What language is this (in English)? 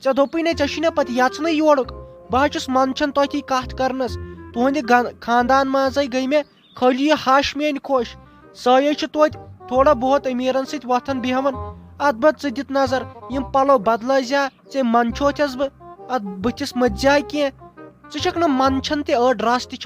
Kashmiri